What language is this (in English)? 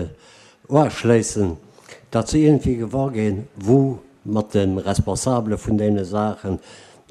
Luxembourgish